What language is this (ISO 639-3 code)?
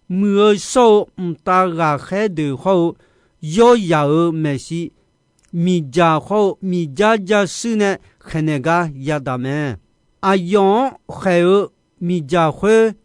ahk